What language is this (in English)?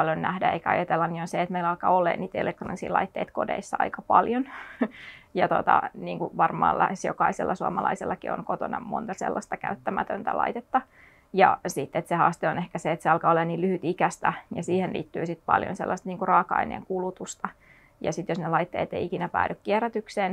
Finnish